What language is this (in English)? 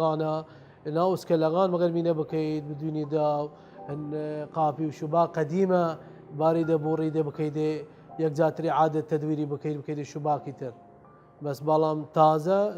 Southern Kurdish